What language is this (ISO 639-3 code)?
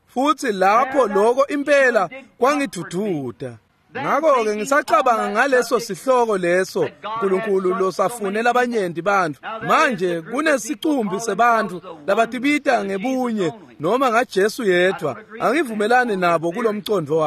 ssw